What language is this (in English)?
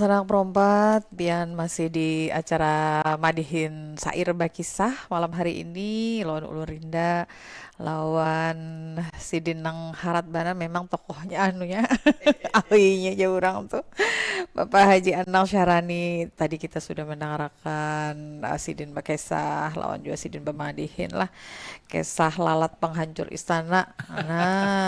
Banjar